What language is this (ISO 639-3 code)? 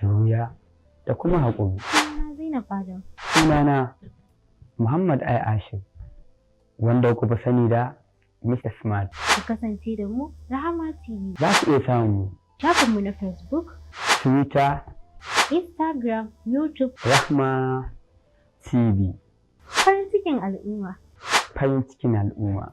hau